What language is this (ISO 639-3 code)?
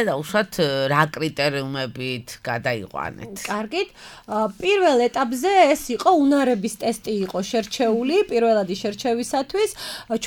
kat